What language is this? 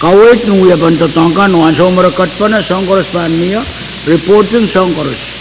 Pohnpeian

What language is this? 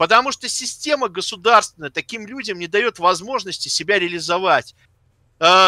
Russian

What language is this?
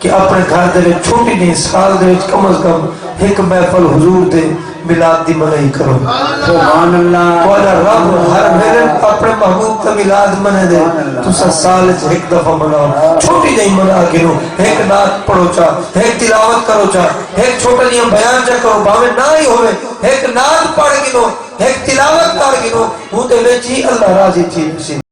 Saraiki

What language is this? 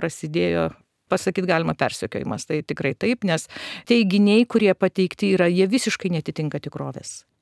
Lithuanian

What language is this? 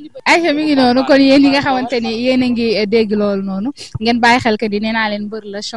Wolof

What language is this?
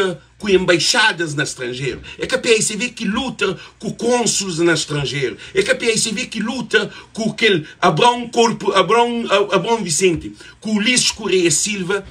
Kabuverdianu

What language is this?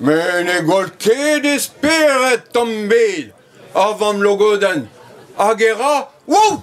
Breton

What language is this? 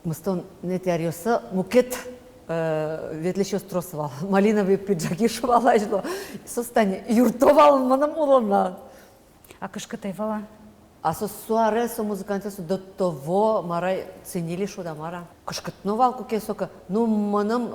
Udmurt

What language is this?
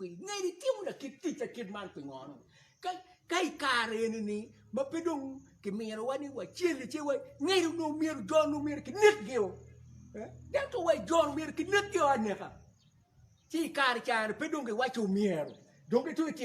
Acoli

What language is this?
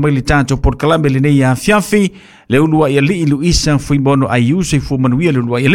Samoan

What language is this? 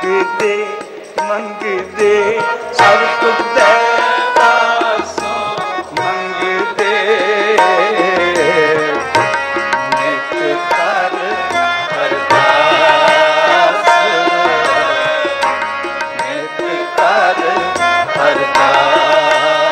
Punjabi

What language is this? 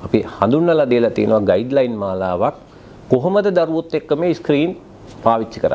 Sinhala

